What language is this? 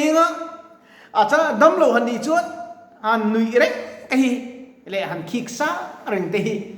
Mizo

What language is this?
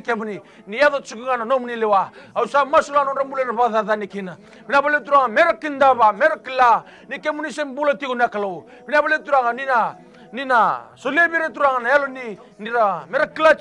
Fijian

